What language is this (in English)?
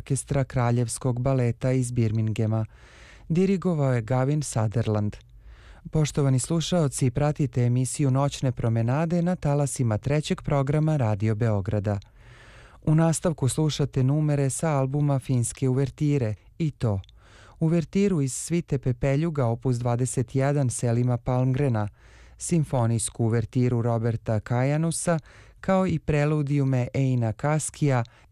Serbian